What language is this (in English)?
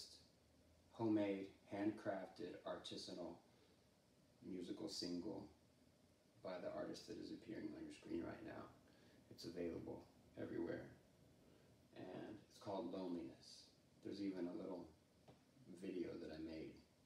English